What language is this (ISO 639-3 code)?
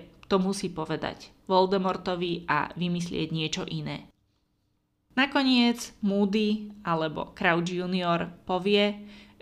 slk